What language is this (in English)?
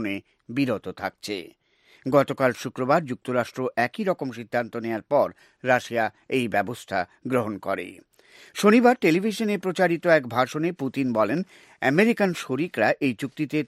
Bangla